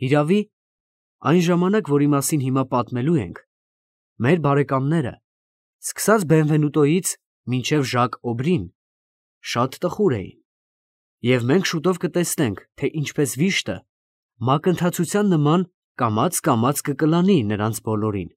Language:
Armenian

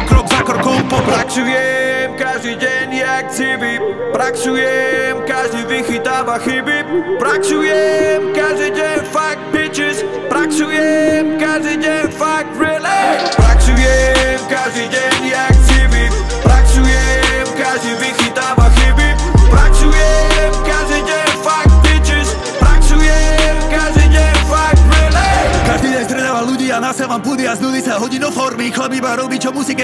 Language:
Slovak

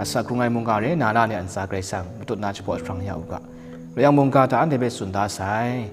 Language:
Kachin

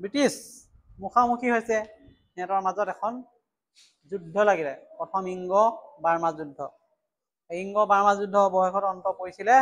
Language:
Assamese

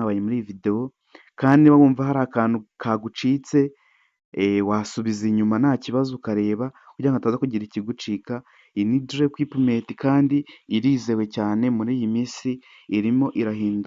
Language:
Kinyarwanda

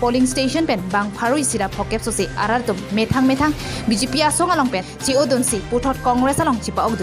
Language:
Karbi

